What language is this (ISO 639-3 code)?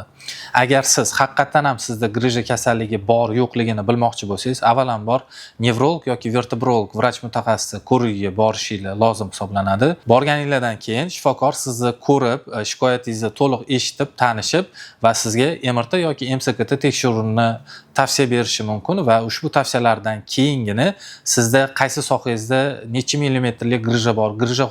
uzb